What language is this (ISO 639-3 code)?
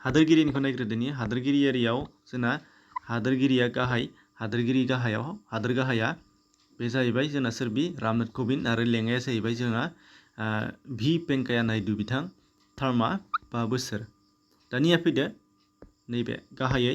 brx